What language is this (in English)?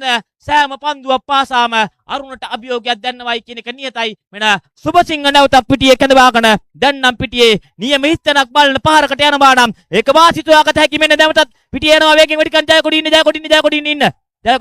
Sinhala